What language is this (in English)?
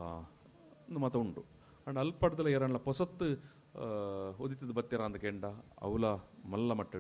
Tulu